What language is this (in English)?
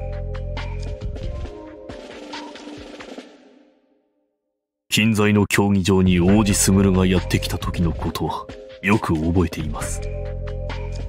Japanese